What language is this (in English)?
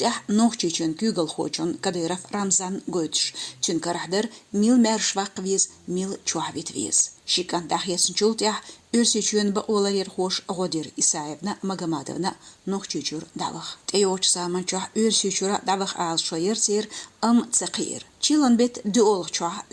Chechen